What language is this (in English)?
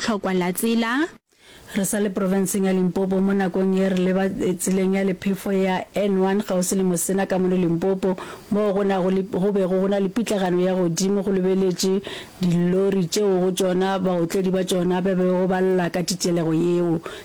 Northern Sotho